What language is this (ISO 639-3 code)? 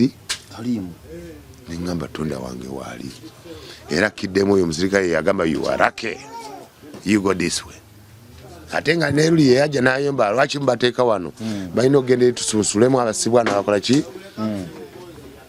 lug